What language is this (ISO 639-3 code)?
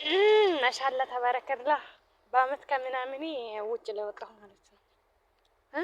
amh